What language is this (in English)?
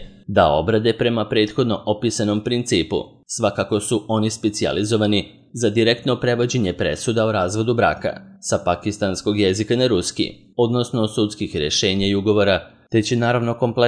Serbian